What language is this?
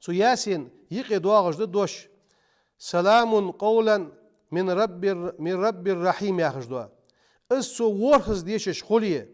Ingush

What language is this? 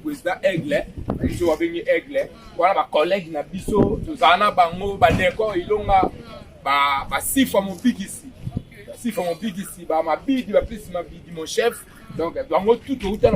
Lingala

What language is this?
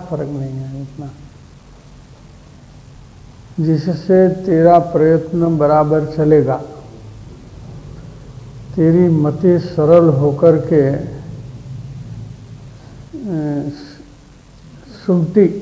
Hindi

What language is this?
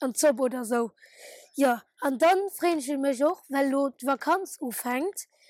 Luxembourgish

